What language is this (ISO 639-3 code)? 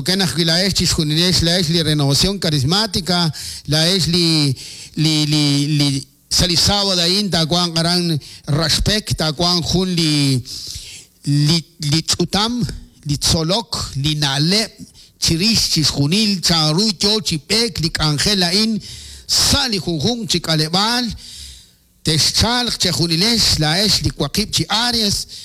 kek